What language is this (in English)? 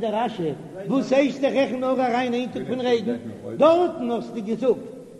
Yiddish